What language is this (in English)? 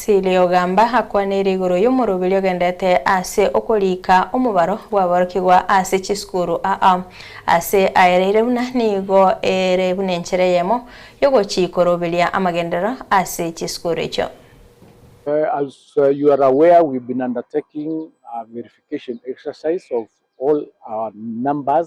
Gusii